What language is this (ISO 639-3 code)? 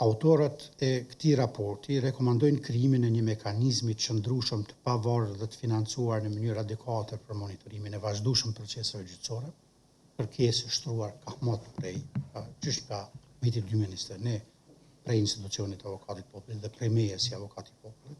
sqi